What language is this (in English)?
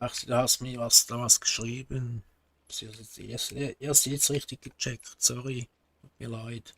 Swiss German